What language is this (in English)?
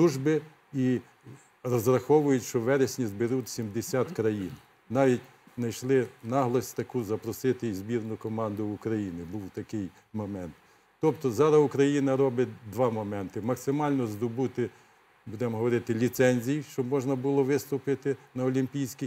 Ukrainian